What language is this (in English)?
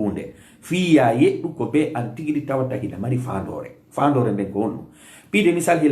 Fula